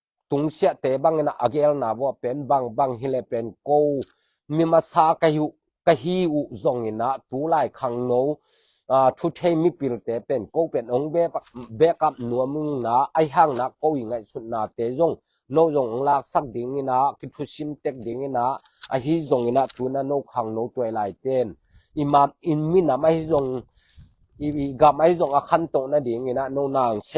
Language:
Tedim Chin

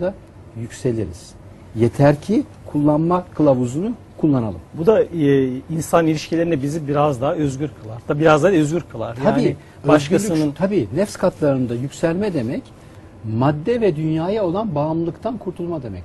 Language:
Turkish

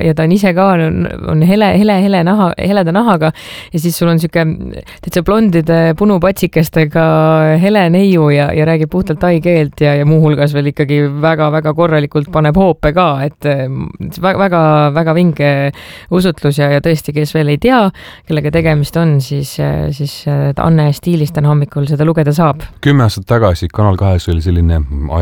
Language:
Estonian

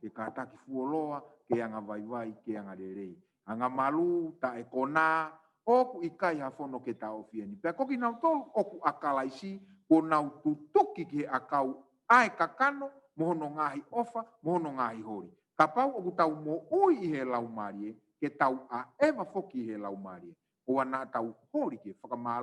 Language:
Tongan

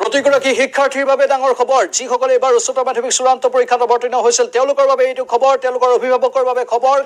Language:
Assamese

